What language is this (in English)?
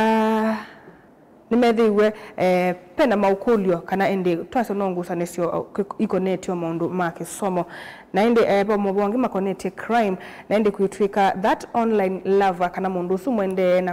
Kamba